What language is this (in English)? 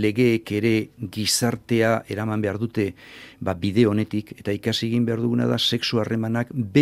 Basque